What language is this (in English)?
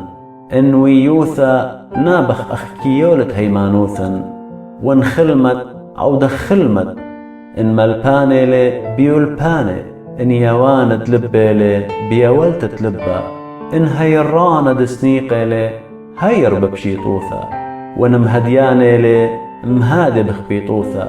Assyrian Neo-Aramaic